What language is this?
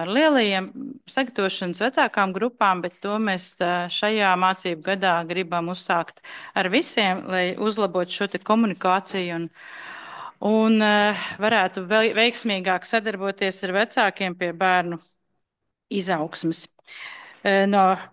Latvian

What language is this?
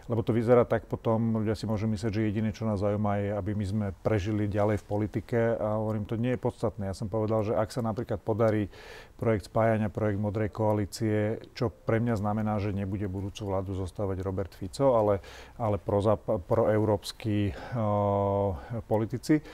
Slovak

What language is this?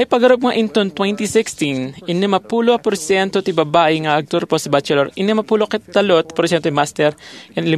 Iloko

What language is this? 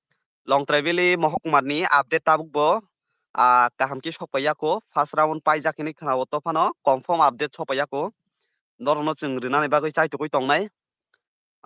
Kok Borok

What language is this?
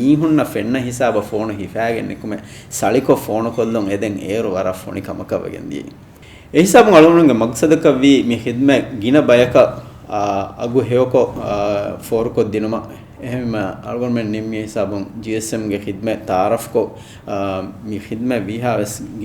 Divehi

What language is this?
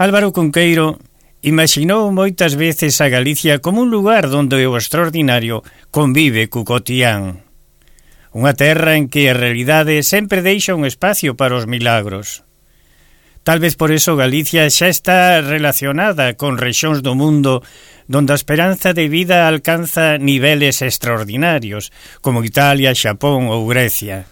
Galician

